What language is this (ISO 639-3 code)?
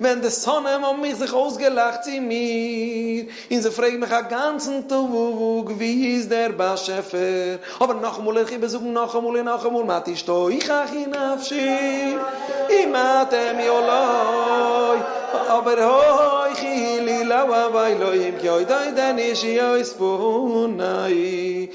yid